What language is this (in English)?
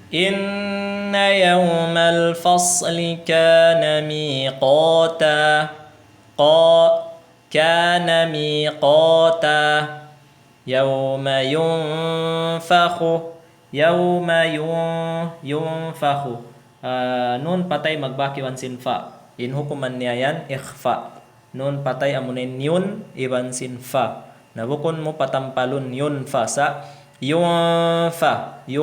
Tausug